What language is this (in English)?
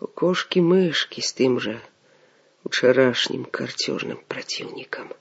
Belarusian